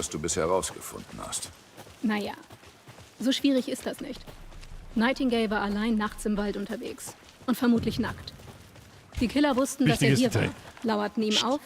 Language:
Bavarian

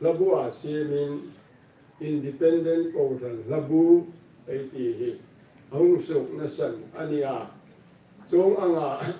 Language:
Hmar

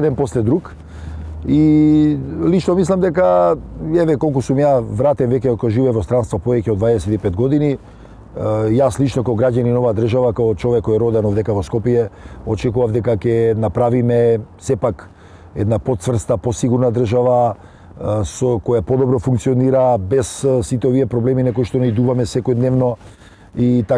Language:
Macedonian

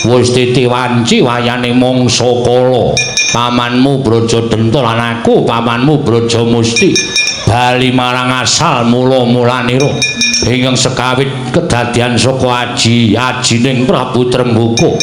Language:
Javanese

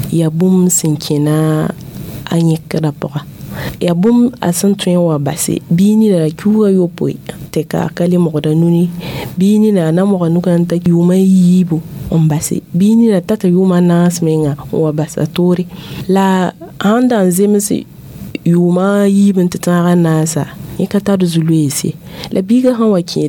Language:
Mossi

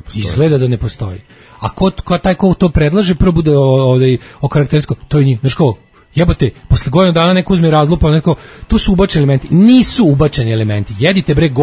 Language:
Serbian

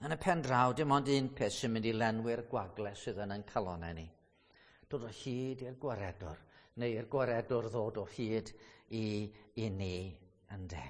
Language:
Welsh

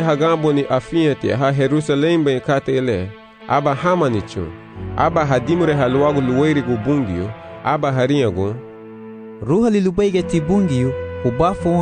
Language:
Garifuna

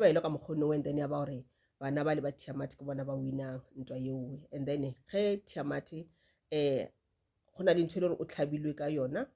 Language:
Northern Sotho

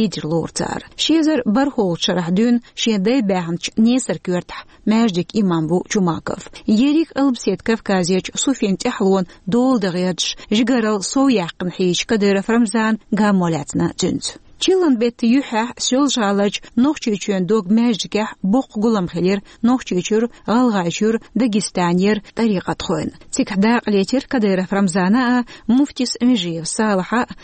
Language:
Chechen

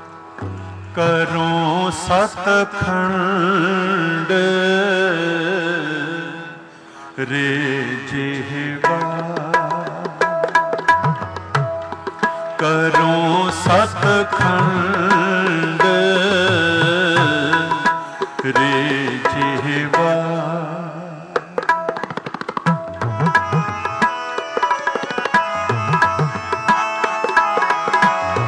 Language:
Punjabi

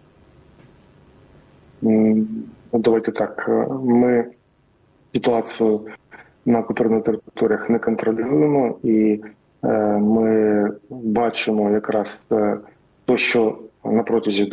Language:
Ukrainian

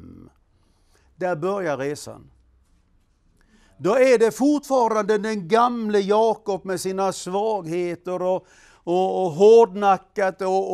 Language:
Swedish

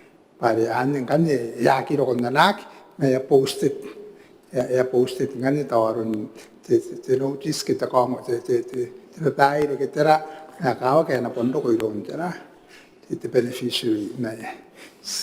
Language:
Gilbertese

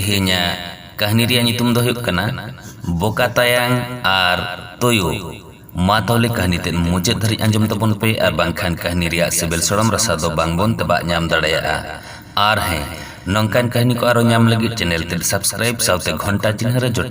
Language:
Santali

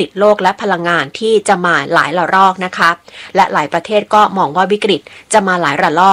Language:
Thai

